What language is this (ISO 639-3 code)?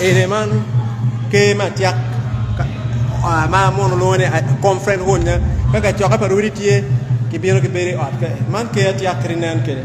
ach